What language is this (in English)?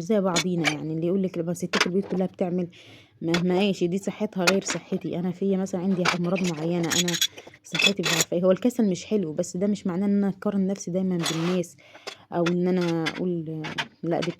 Egyptian Arabic